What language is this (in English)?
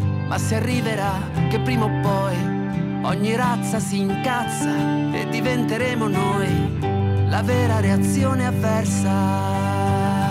Italian